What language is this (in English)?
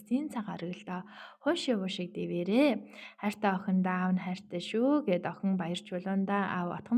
Mongolian